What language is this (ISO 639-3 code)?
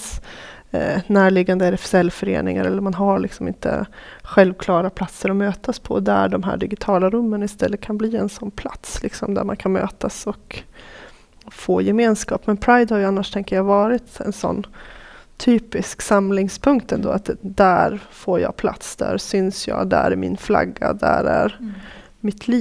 swe